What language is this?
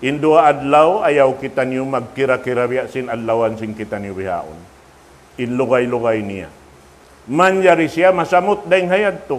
Tausug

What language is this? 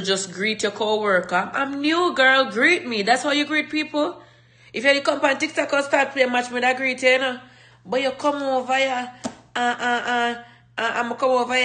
Jamaican Creole English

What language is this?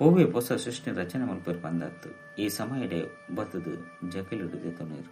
Tulu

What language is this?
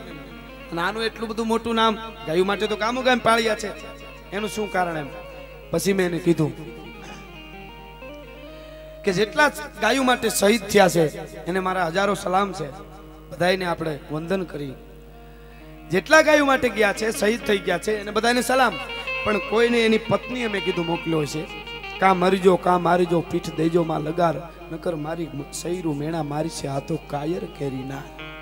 Gujarati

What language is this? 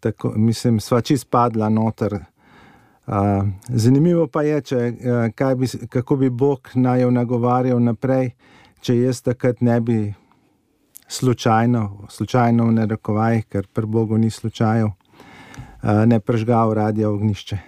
Slovenian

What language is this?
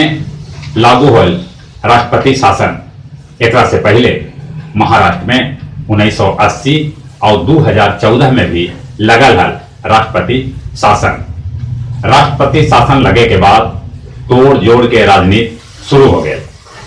Magahi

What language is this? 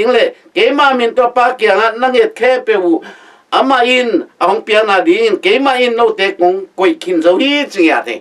Tedim Chin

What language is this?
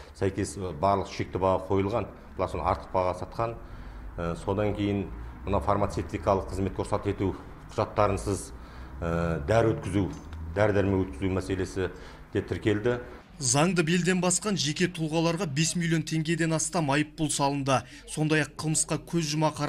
Kazakh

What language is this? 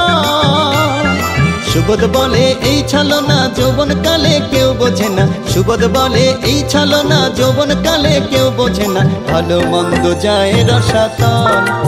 Bangla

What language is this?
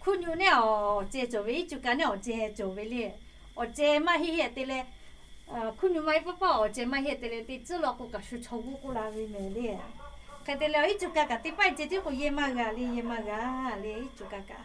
Lahu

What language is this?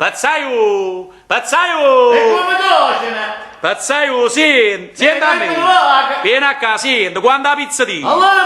Neapolitan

